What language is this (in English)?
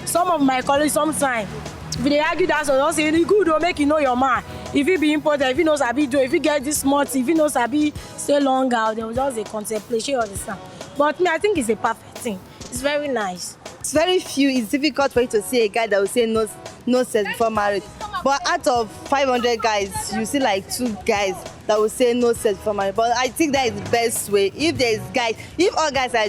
Nigerian Pidgin